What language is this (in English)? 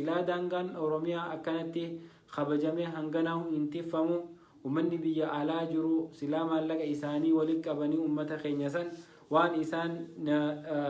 Oromo